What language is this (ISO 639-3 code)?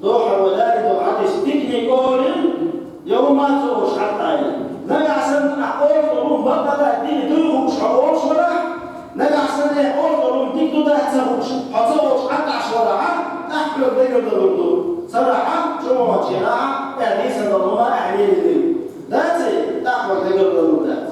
che